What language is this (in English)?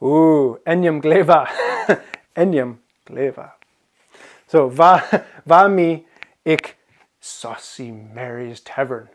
Scottish Gaelic